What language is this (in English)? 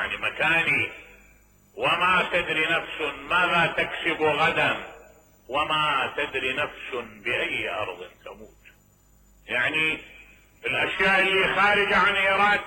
Mesopotamian Arabic